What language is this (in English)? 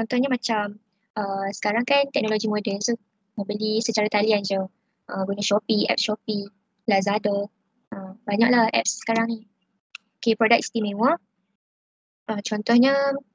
Malay